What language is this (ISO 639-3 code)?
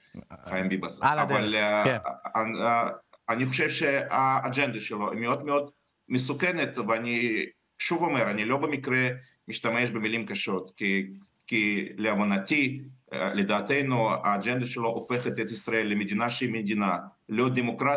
heb